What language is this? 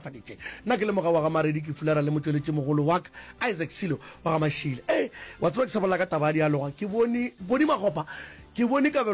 Northern Sotho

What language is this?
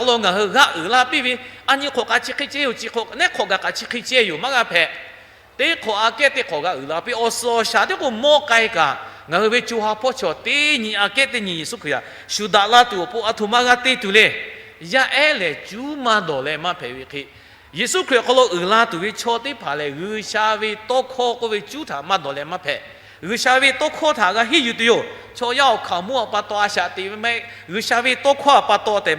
Lahu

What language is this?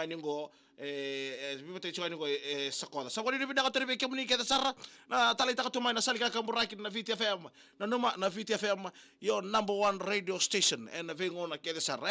Fijian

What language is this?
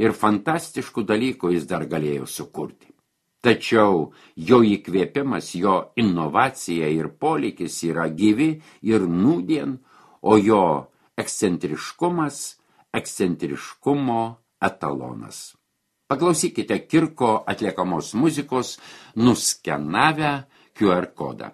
Lithuanian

